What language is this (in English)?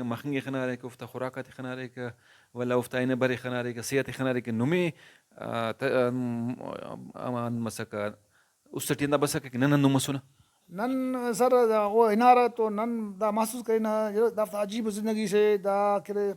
Brahui